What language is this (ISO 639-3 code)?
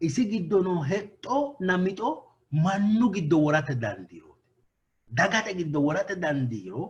sid